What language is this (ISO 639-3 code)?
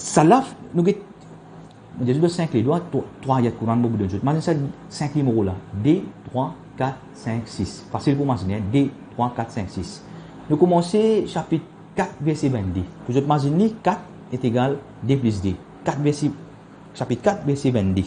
mfe